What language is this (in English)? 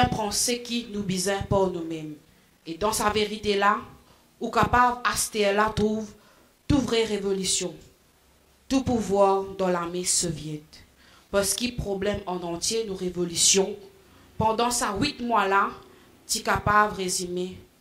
Morisyen